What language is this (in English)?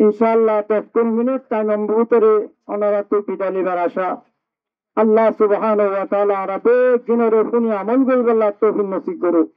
Rohingya